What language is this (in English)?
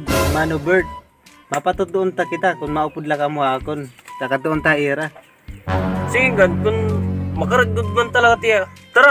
Waray